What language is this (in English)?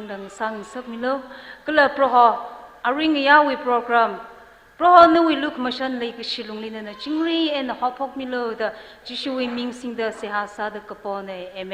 Tangkhul Naga (India)